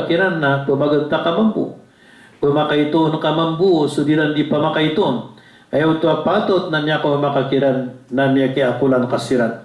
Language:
Maranao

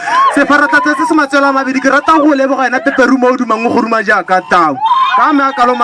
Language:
Tswana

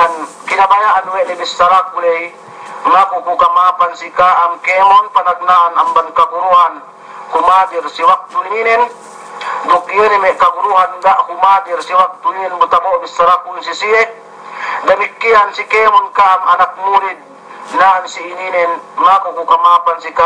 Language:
Yakan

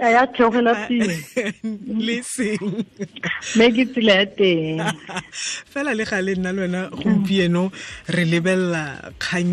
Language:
Tswana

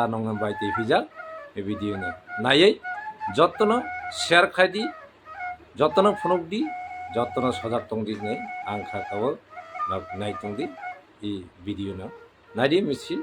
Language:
Kok Borok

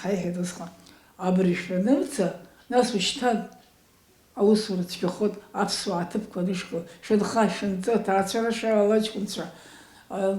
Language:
Abkhazian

